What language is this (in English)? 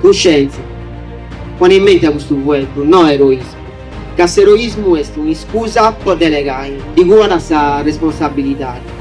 Sardinian